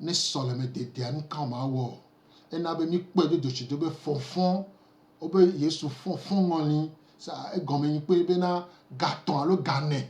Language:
Gen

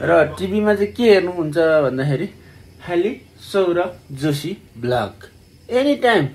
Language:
Nepali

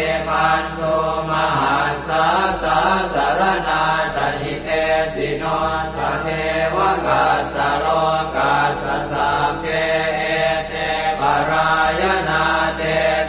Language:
Pali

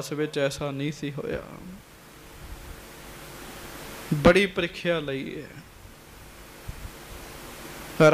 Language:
Punjabi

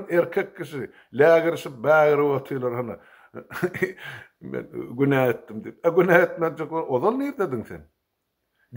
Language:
Turkmen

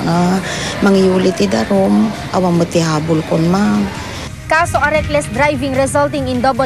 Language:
Iloko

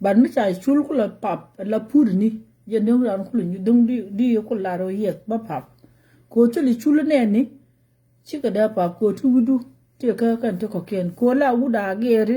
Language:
Nuer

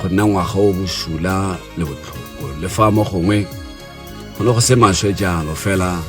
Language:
Tswana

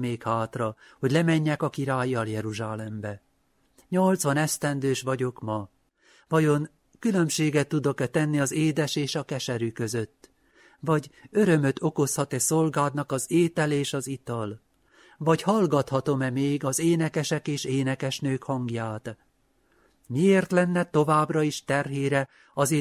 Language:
Hungarian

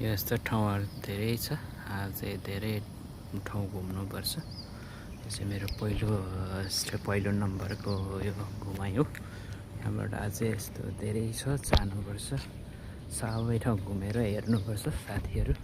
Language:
Nepali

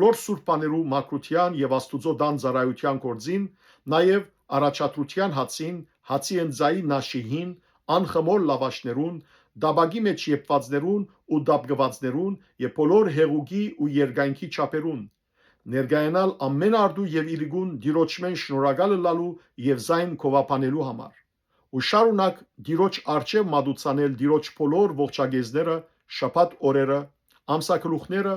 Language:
Western Armenian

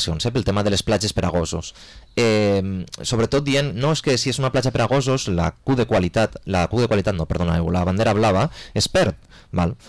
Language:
Catalan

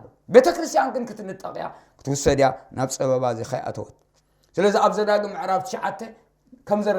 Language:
Tigrinya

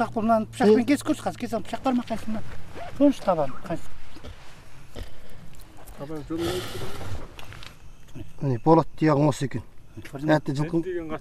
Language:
Kazakh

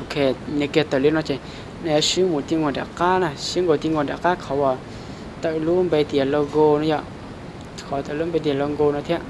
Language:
Hmong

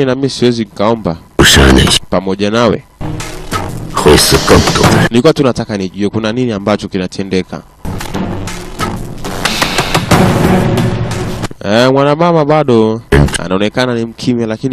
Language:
Swahili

